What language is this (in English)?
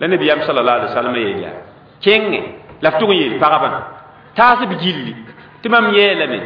Mossi